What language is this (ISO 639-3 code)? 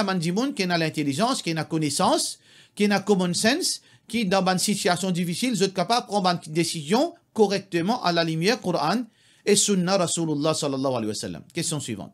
mfe